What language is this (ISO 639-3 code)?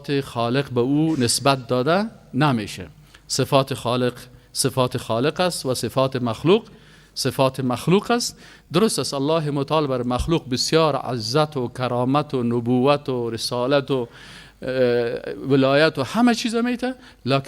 fas